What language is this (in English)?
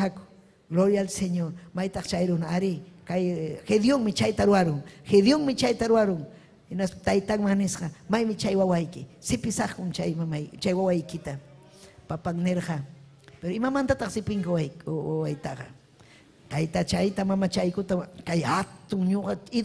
Ayacucho Quechua